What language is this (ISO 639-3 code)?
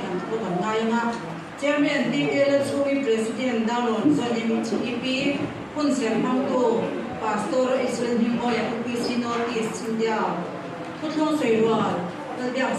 lus